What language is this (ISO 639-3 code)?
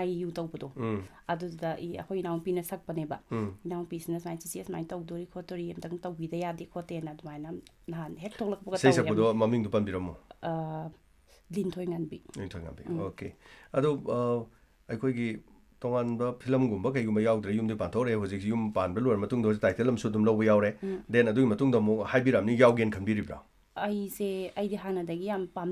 mni